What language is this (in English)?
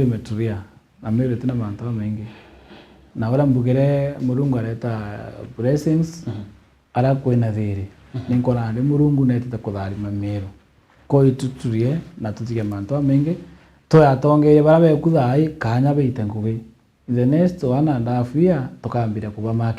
Meru